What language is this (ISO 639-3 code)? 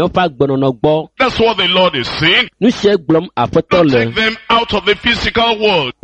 ewe